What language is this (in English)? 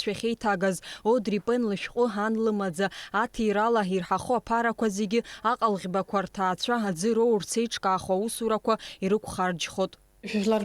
Abkhazian